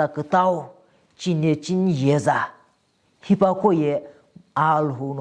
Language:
Sumi Naga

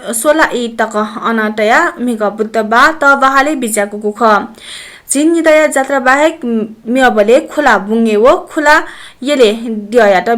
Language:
Newari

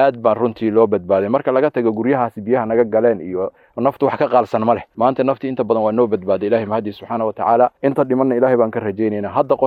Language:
Somali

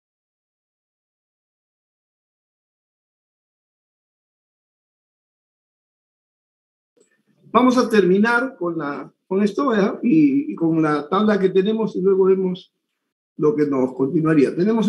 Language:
Spanish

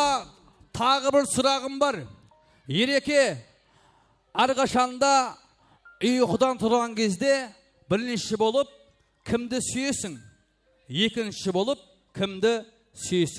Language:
Kara-Kalpak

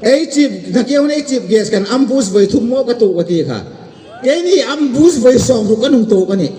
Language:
Hmar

